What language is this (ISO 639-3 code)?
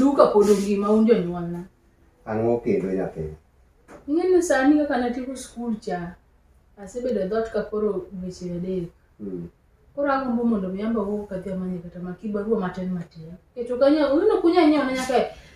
luo